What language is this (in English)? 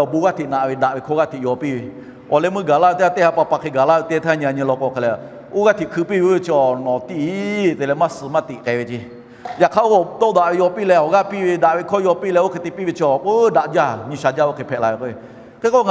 Lahu